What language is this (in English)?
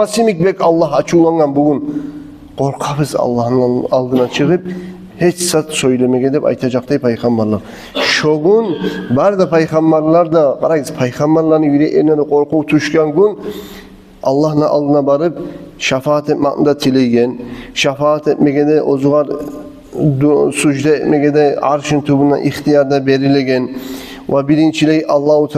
Kumyk